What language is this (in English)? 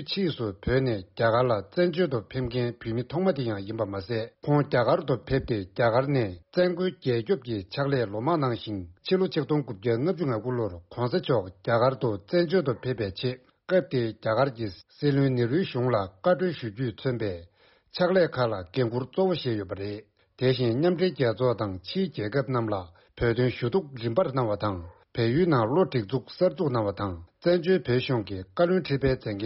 Tibetan